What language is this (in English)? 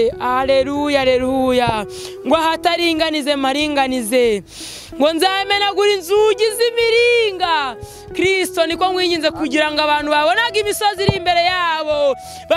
Kinyarwanda